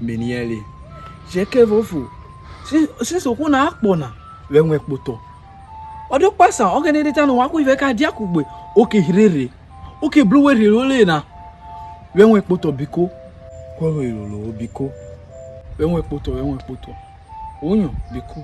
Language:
Urhobo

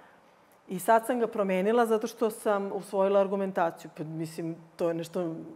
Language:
Serbian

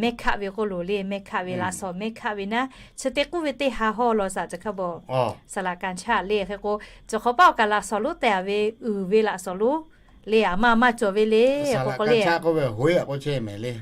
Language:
Lahu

